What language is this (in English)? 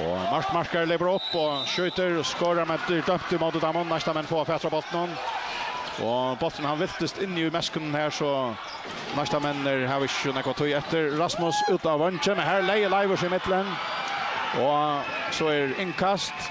Faroese